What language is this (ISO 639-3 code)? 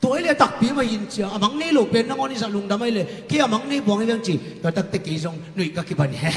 ctd